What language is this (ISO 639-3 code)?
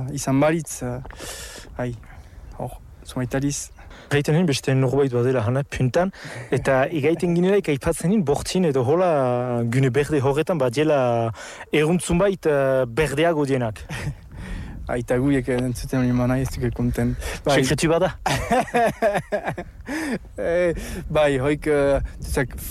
eus